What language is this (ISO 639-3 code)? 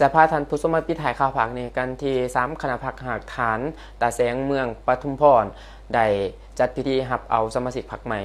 lao